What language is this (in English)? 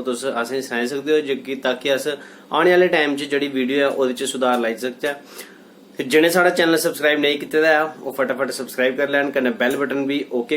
Dogri